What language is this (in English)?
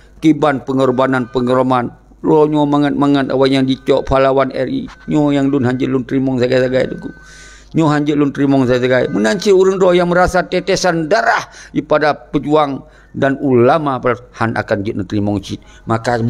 Achinese